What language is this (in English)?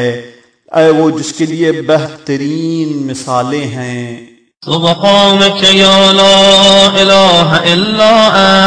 Urdu